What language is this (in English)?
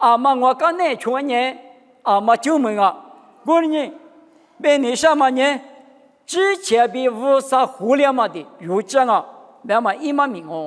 Lisu